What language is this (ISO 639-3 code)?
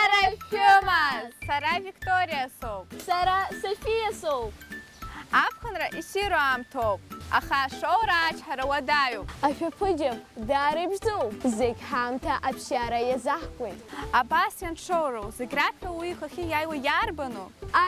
abk